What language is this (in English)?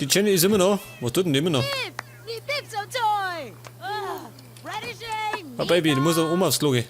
Bavarian